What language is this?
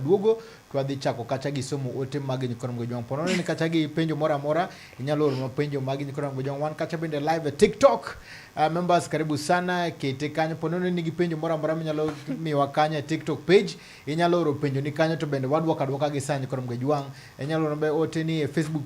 Luo (Kenya and Tanzania)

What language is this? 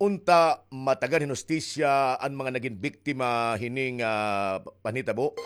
Waray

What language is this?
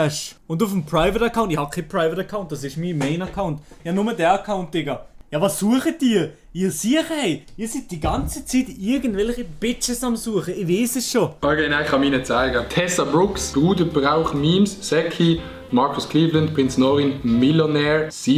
Swiss German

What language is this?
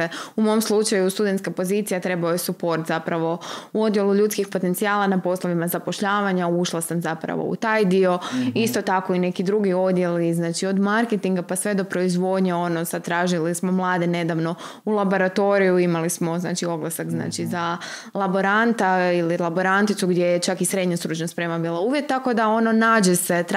Croatian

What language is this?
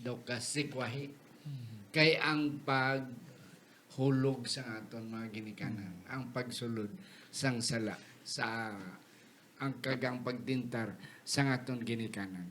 Hiligaynon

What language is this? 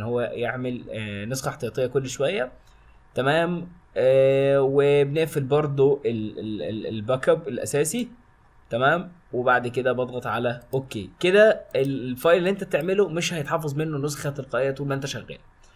Egyptian Arabic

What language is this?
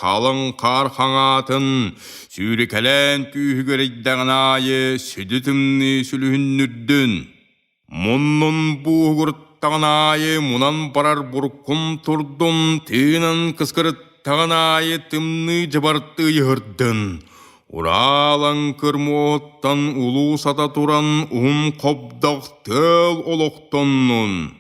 Yakut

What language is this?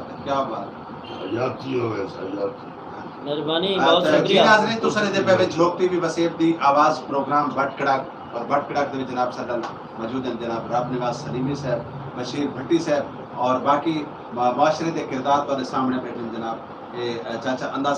Saraiki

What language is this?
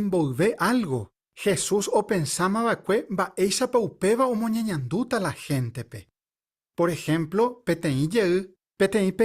Guarani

